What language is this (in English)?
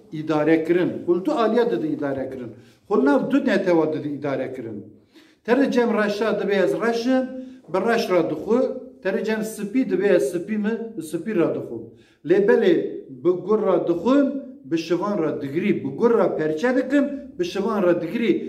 Kurdish